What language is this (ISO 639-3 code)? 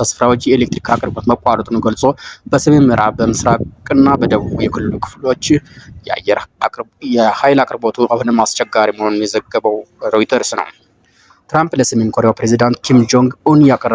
amh